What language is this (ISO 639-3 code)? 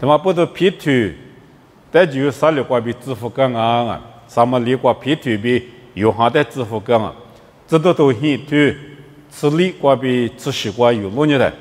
lis